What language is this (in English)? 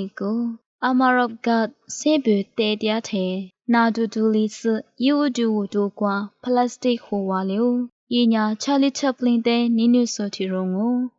Lisu